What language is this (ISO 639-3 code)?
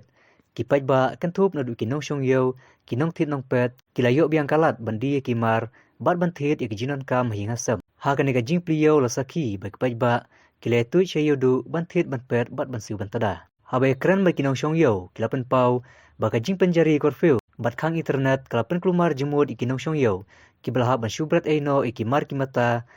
kha